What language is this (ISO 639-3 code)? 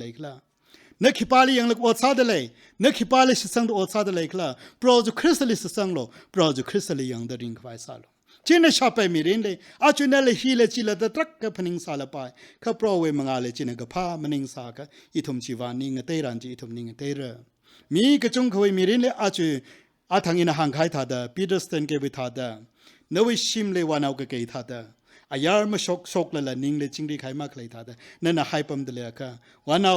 nmf